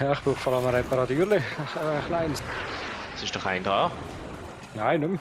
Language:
Swiss German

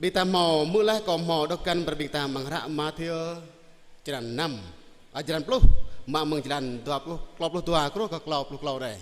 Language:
Jarai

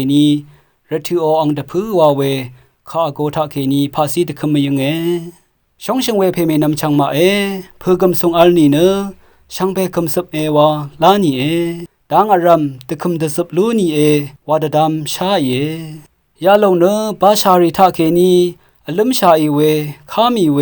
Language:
Rawang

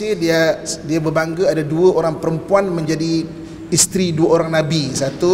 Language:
Malay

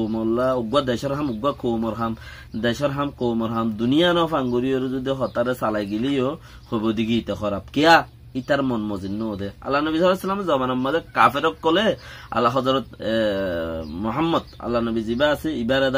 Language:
Rohingya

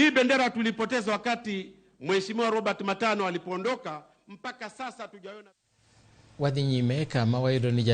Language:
Luo (Kenya and Tanzania)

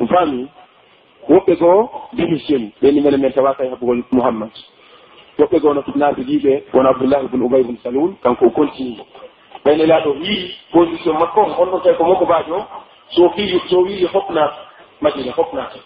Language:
Pular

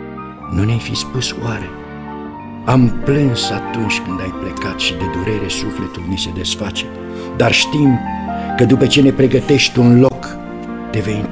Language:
Romanian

